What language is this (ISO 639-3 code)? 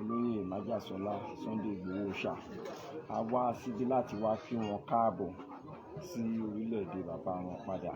yor